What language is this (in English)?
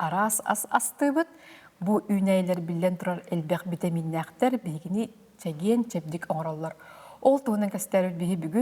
Yakut